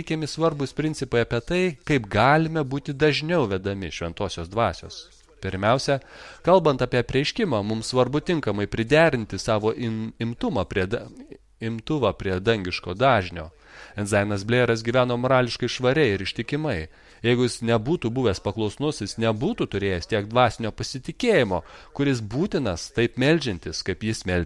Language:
Lithuanian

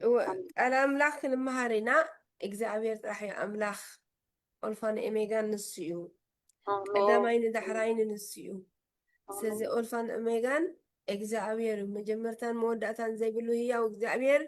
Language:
Tigrinya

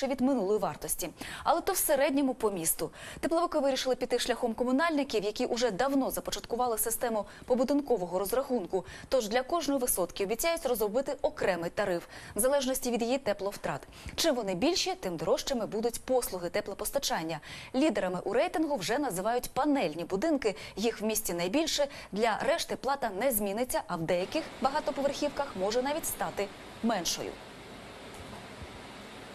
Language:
Ukrainian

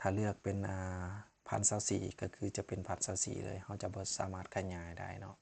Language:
Lao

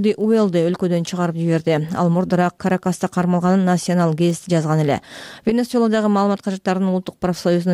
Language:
Kyrgyz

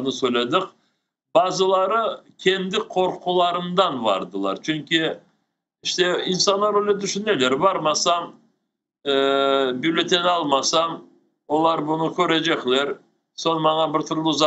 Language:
Crimean Tatar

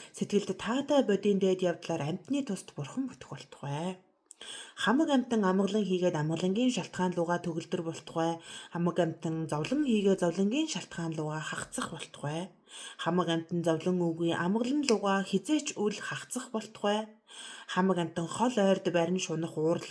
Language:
Mongolian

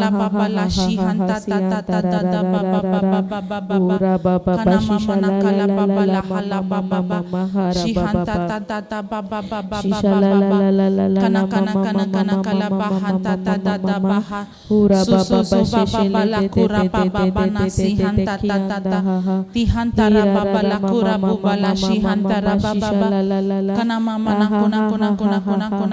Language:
Tem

